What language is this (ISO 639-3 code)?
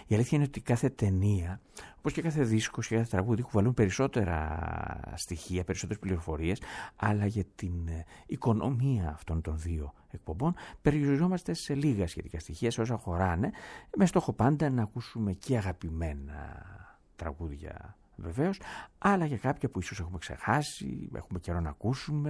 ell